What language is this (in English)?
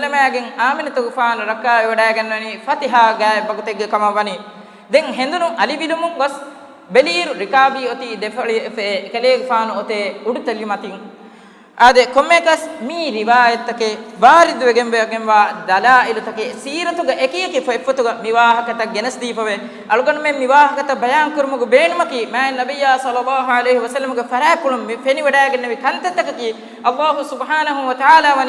Divehi